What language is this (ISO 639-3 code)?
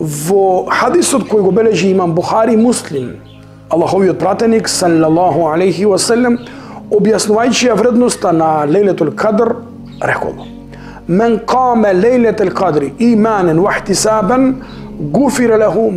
mkd